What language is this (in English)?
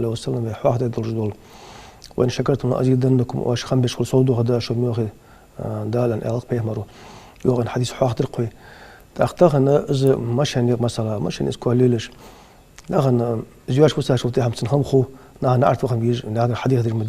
Ingush